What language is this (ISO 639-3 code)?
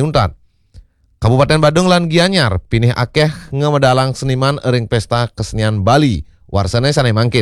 ban